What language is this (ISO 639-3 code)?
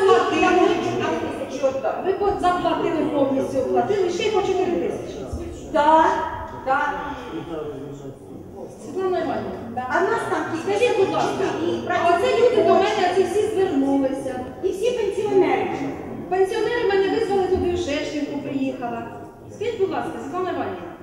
ukr